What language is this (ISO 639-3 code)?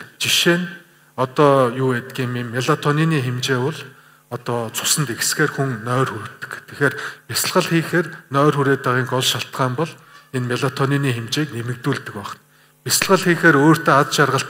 mon